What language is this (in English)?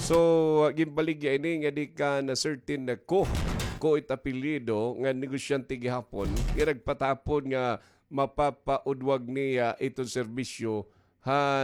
Waray